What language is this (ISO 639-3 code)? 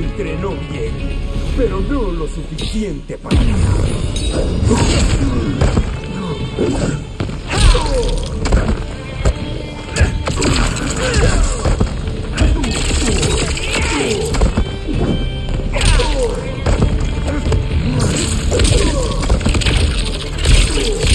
spa